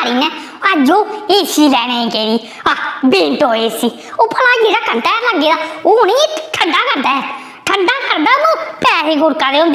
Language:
Dogri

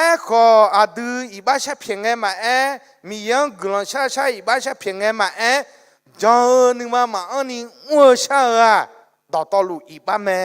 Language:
Akha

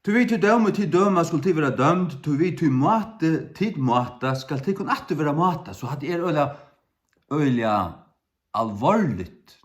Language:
Faroese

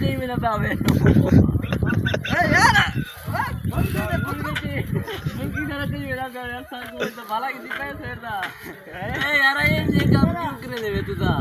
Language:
Saraiki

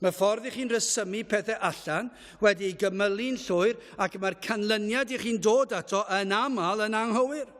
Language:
Welsh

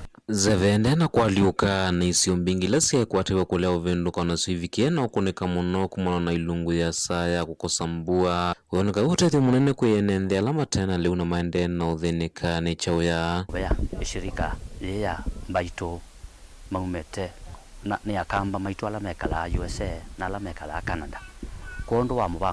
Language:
Kamba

